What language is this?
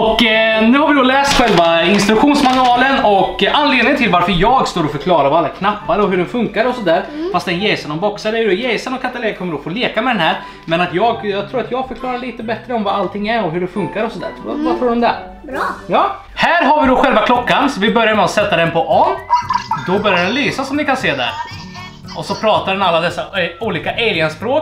Swedish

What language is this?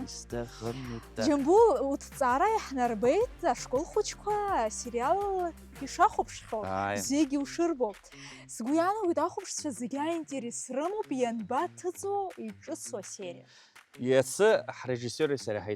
Abkhazian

